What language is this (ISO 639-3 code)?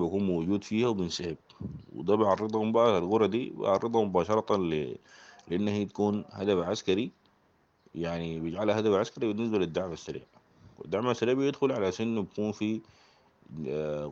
apd